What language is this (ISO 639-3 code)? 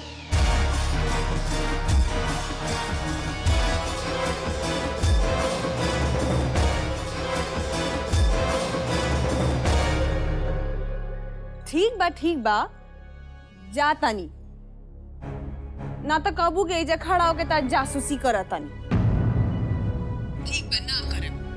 bho